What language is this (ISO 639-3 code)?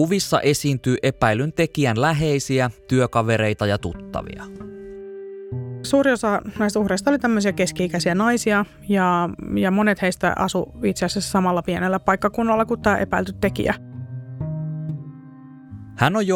fin